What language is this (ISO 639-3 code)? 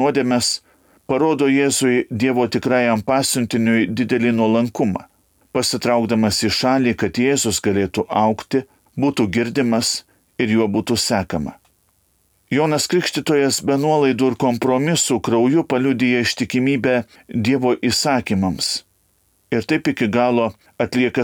lit